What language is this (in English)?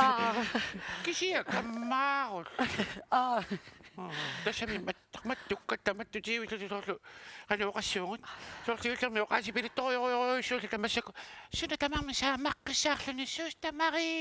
Kalaallisut